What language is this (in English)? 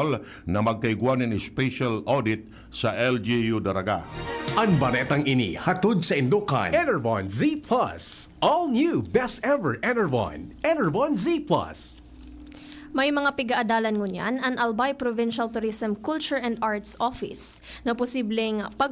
Bikol